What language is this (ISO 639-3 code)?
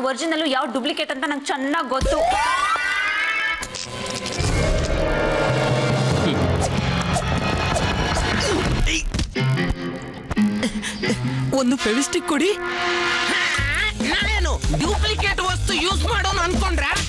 kan